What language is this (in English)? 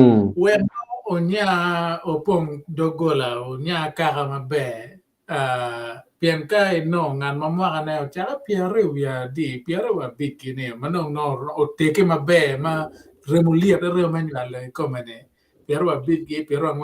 Acoli